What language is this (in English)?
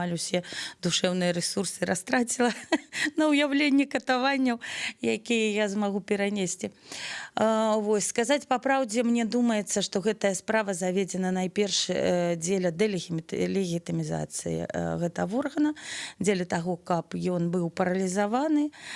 Belarusian